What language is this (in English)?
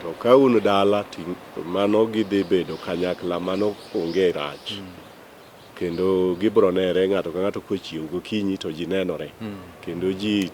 Luo (Kenya and Tanzania)